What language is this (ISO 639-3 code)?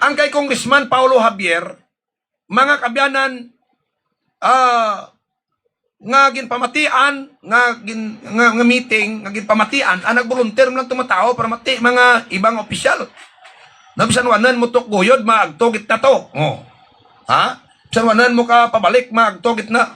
hil